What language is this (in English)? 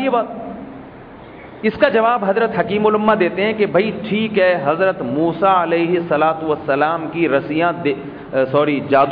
Urdu